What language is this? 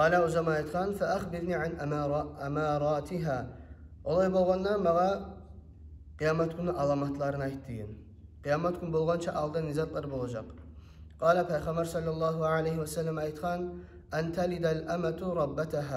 Kumyk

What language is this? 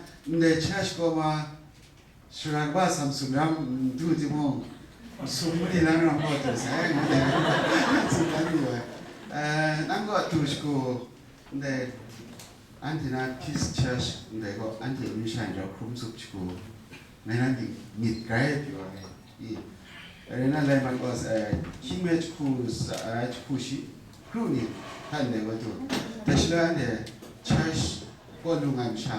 Kachin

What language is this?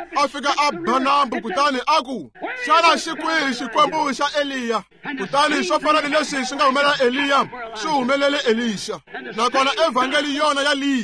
Tsonga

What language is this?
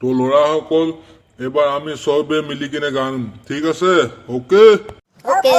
Assamese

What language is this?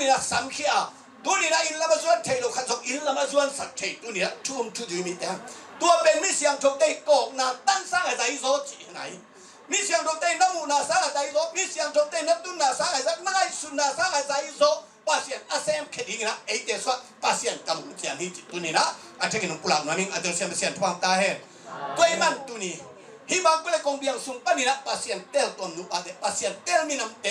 Tedim Chin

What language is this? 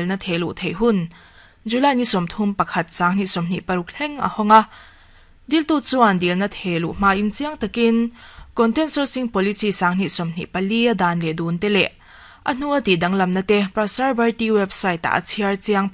Mizo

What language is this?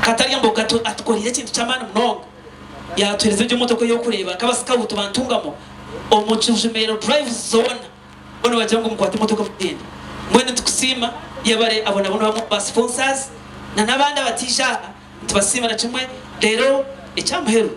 Nyankole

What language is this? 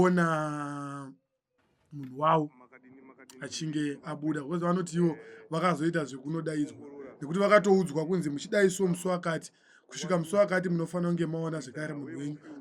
Shona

